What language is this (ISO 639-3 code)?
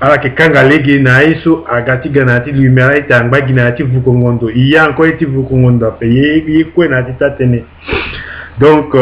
sag